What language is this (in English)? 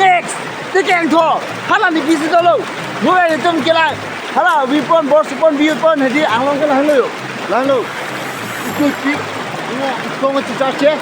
Karbi